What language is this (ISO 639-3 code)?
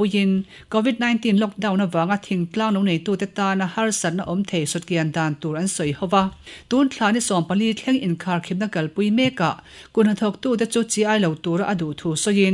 lus